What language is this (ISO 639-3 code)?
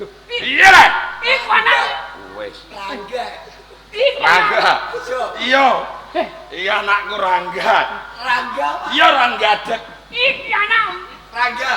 jav